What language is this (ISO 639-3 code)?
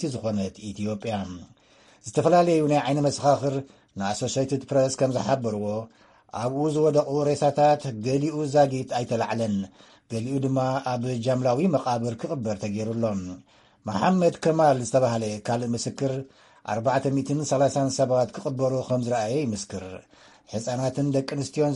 tir